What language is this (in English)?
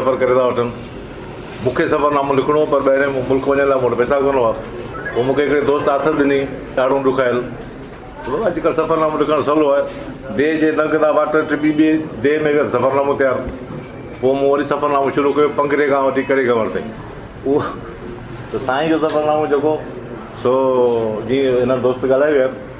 Sindhi